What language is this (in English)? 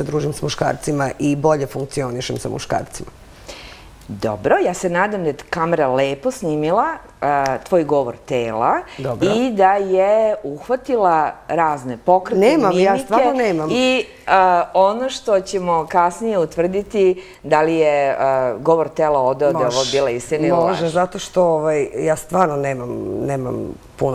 Serbian